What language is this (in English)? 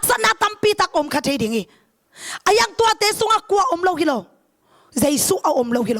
Tedim Chin